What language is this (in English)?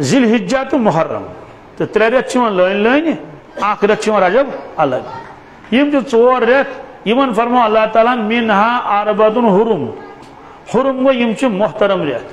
Kashmiri